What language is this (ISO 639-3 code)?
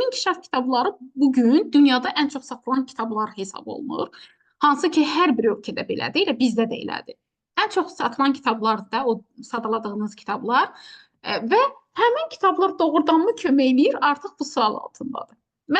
aze